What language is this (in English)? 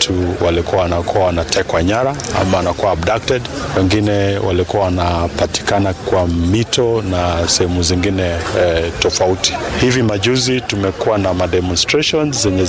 Swahili